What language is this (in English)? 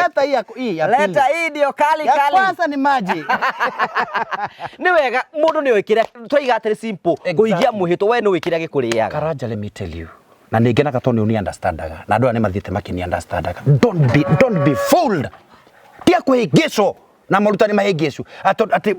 Kikuyu